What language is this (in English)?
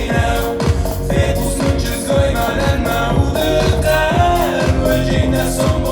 Ossetic